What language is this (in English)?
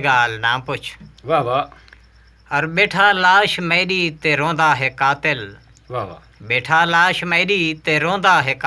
Saraiki